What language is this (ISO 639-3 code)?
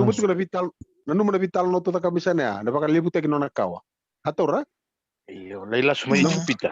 fij